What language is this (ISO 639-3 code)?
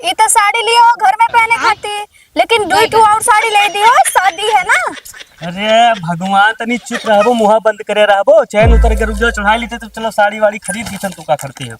awa